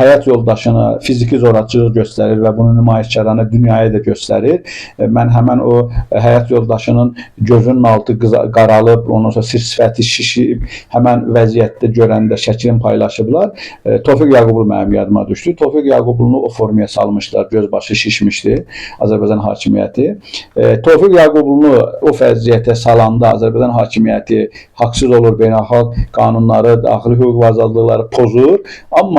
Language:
Azerbaijani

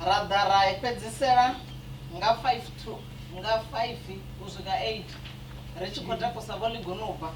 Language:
Venda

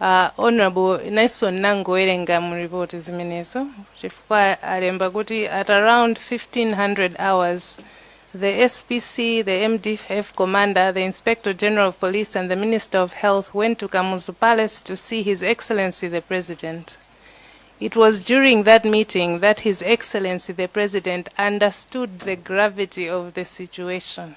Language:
Nyanja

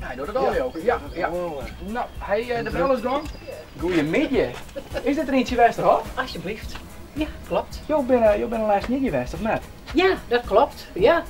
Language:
Western Frisian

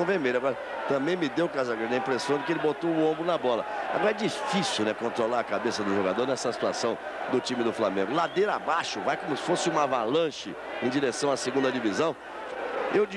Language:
Portuguese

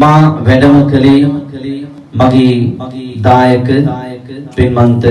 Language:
Sinhala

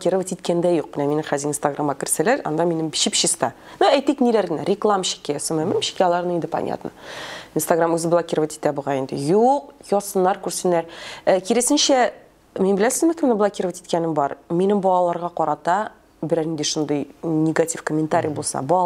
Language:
Tatar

